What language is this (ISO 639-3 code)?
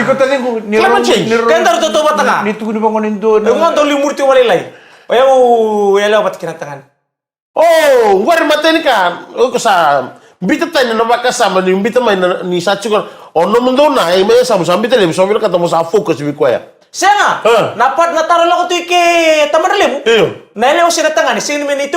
fij